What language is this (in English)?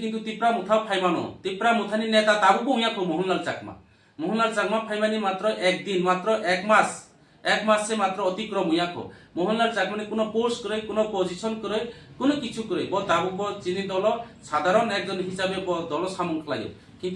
Kok Borok